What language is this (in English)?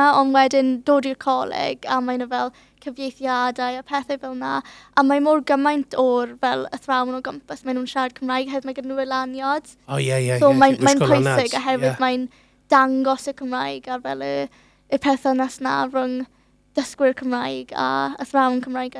Welsh